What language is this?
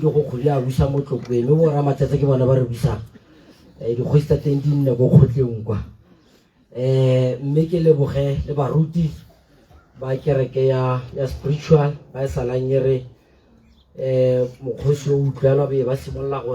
Tswana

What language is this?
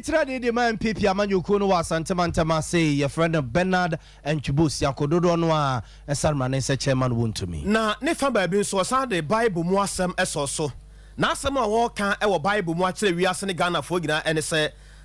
Akan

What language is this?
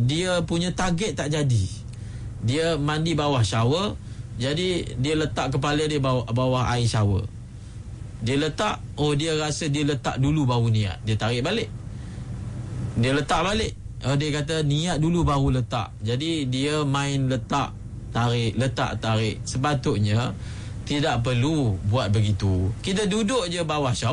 Malay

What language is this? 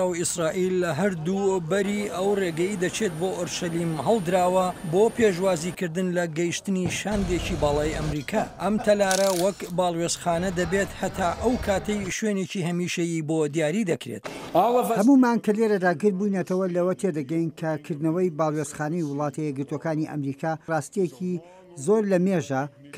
Central Kurdish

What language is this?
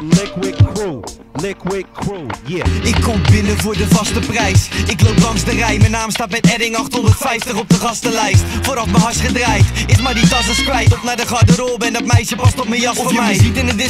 Dutch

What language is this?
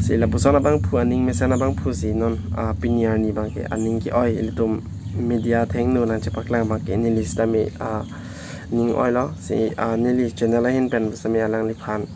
Karbi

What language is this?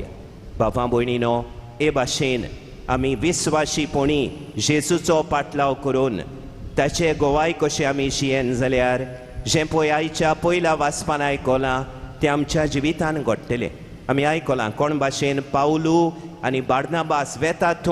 Konkani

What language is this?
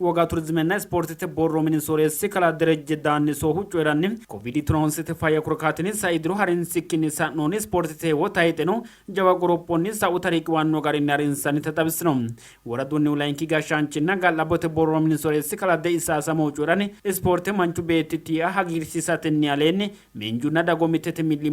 Sidamo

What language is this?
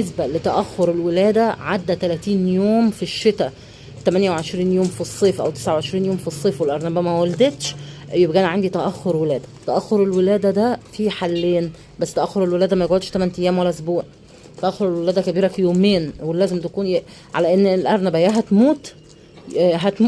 Egyptian Arabic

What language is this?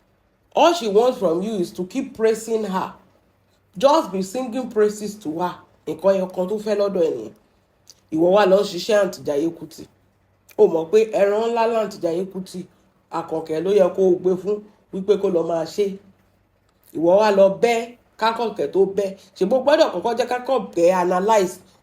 Yoruba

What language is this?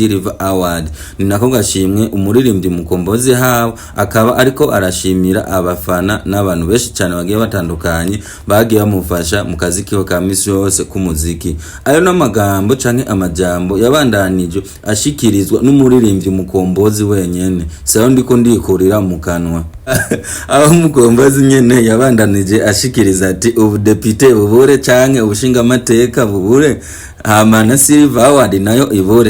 Rundi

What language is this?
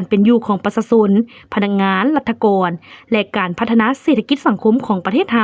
Lao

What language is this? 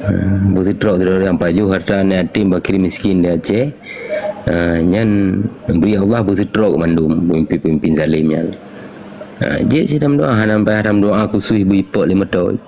Achinese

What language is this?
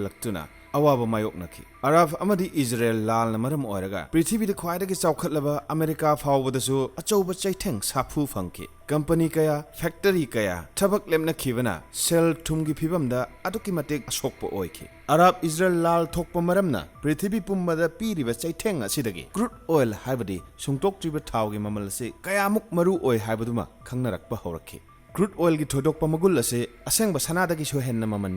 Manipuri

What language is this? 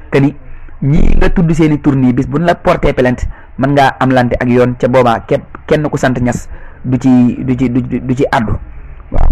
Wolof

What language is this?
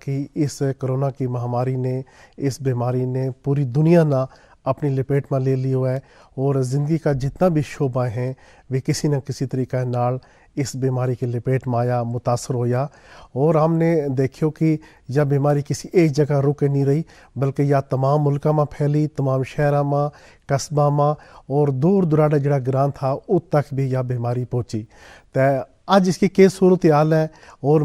Gujari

